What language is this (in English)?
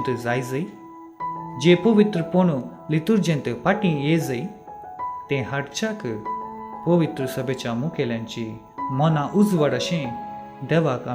Konkani